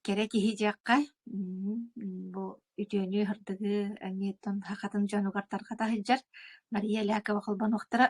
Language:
Yakut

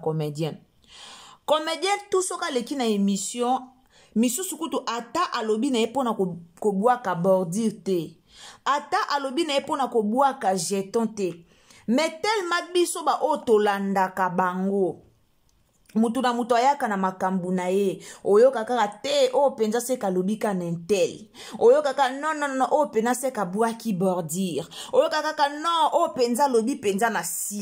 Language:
Lingala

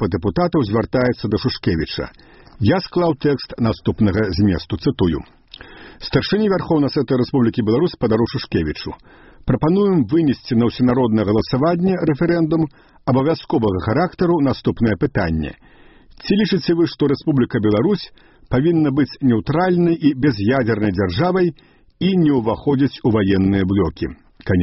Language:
Belarusian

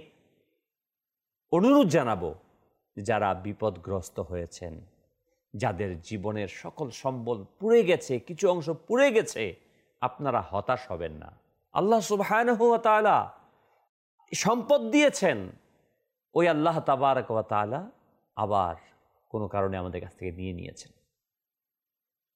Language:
Bangla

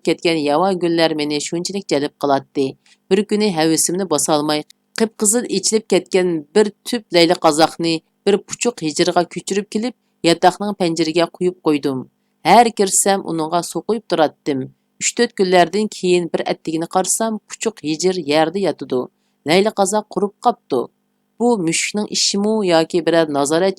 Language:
Uyghur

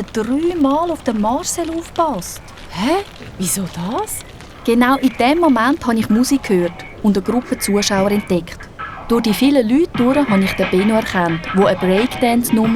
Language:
Swiss German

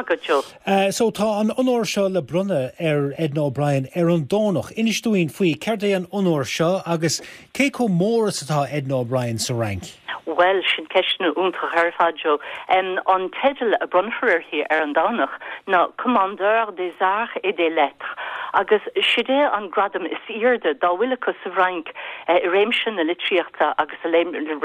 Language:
Irish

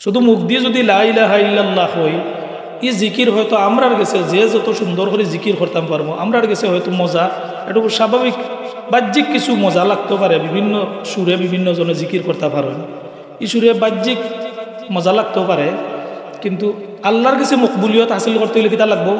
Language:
Sylheti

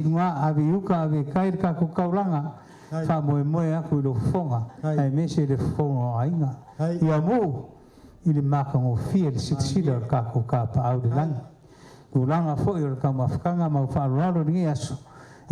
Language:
Samoan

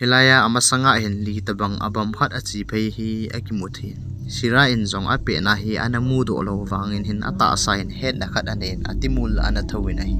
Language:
Thado Chin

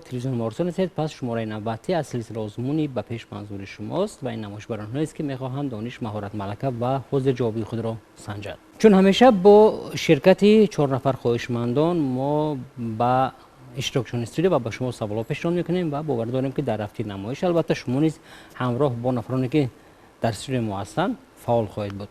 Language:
Tajik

